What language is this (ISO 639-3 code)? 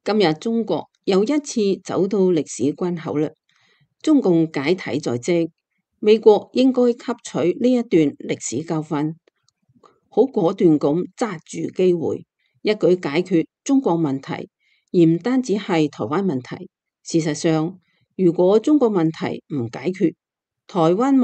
yue